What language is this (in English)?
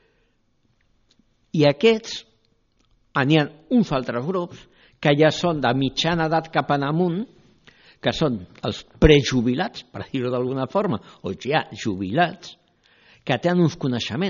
Catalan